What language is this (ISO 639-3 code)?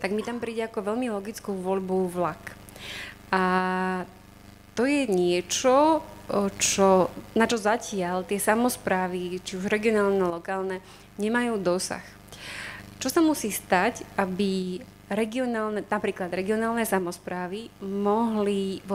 slk